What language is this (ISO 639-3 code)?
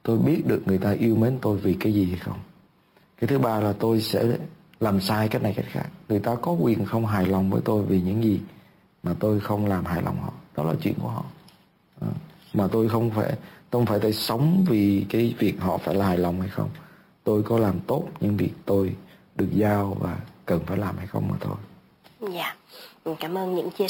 vie